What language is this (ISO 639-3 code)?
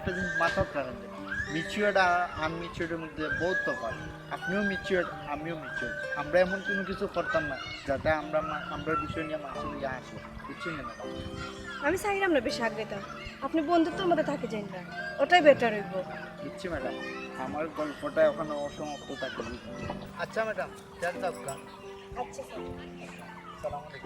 syl